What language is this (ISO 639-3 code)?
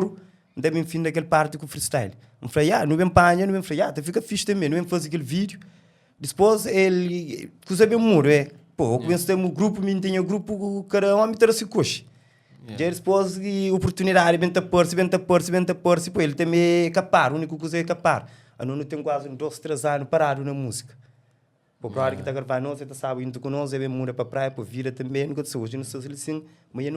kea